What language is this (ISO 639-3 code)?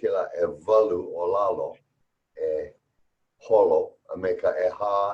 haw